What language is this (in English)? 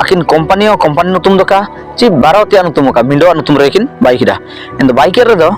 Ho